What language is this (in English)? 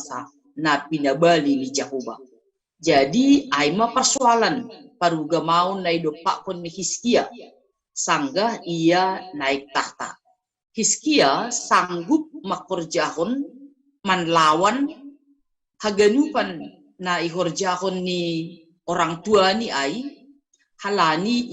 Batak Simalungun